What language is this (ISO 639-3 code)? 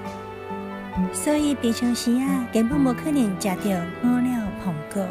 nan